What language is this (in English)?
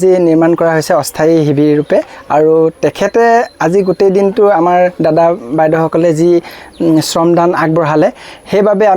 Assamese